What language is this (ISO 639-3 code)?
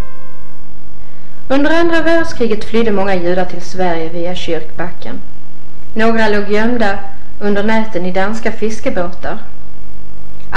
swe